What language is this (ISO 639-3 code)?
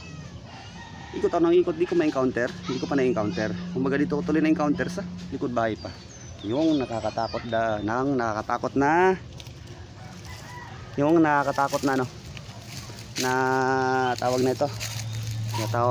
fil